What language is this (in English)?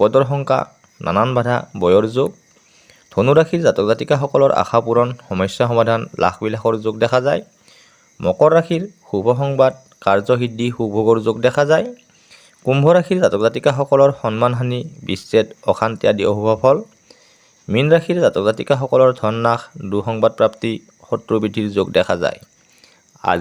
Assamese